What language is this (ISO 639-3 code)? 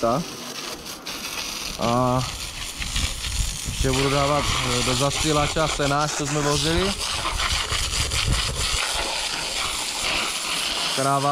ces